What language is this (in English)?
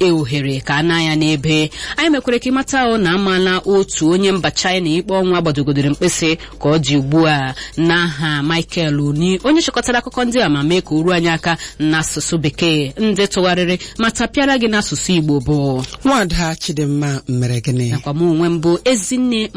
Igbo